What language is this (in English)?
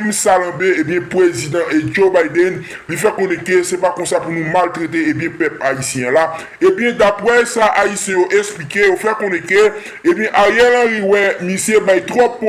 Haitian Creole